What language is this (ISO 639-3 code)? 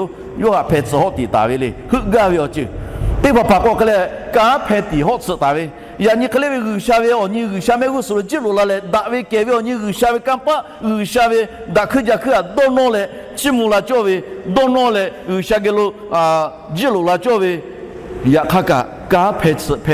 lhu